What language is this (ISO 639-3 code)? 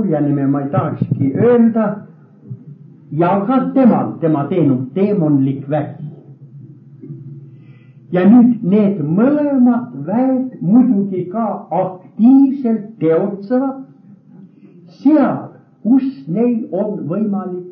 est